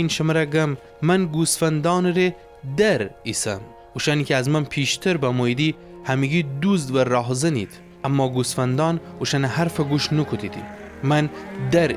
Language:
Gilaki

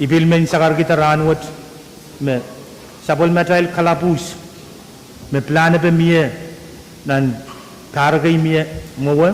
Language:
Pohnpeian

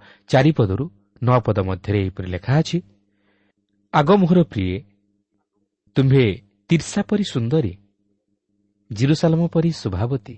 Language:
Odia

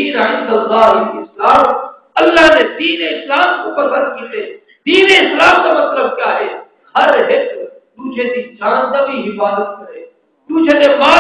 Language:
Saraiki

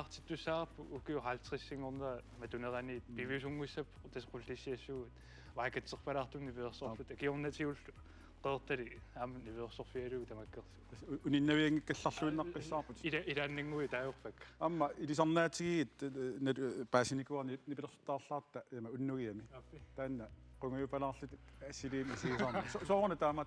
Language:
Kalaallisut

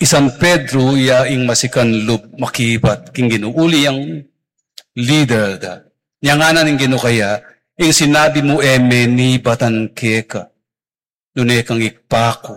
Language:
Pampanga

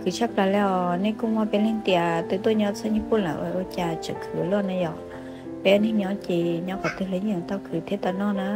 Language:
Hmong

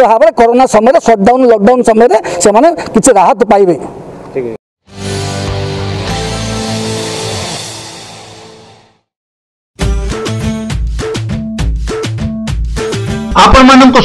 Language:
Odia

